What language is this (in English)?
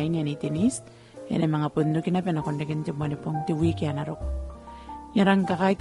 Gilbertese